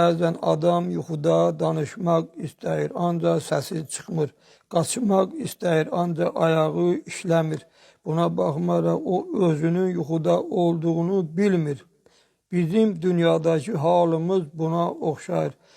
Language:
Azerbaijani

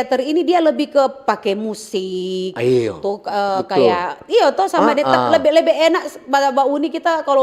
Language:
Manado Malay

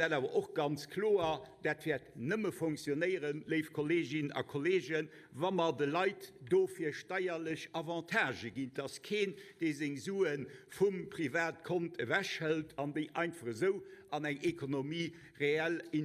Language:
Luxembourgish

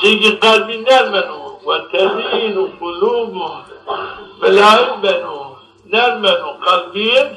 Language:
Zaza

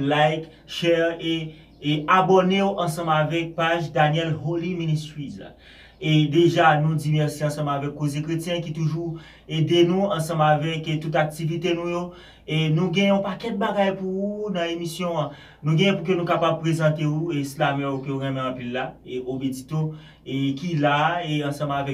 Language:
Haitian Creole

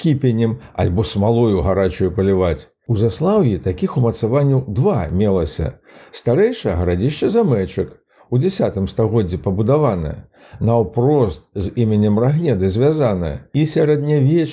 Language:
Belarusian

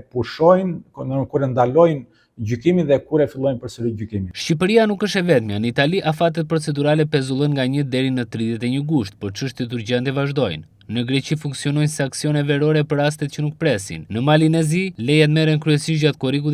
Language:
Albanian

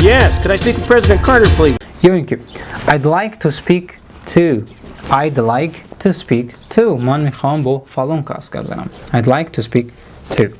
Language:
Tajik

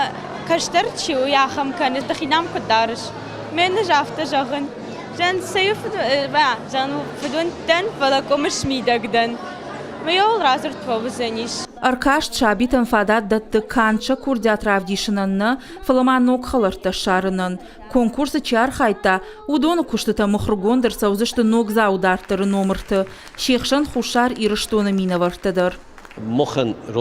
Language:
Ossetic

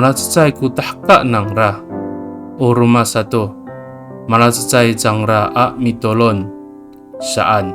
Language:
Amis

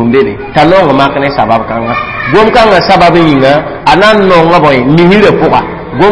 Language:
Mossi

